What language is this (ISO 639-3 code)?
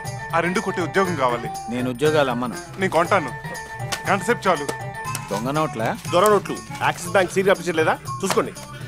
tel